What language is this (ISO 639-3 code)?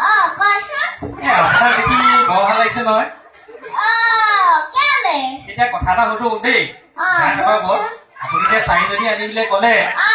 asm